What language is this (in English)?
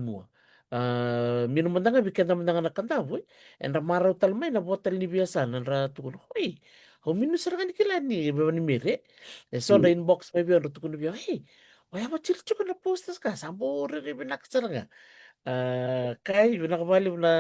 Fijian